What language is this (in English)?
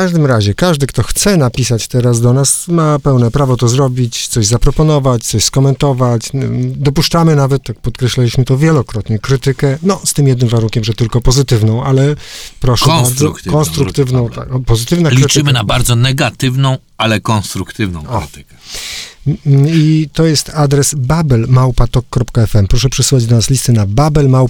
Polish